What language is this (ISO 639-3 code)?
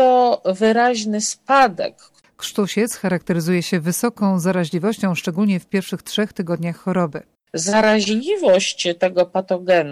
pol